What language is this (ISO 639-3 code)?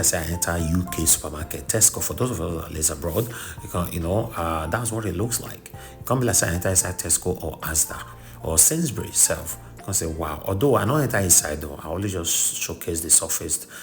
pcm